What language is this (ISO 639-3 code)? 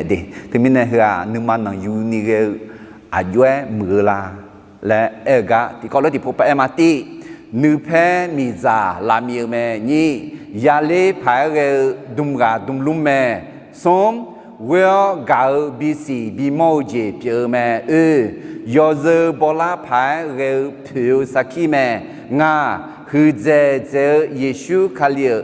ahk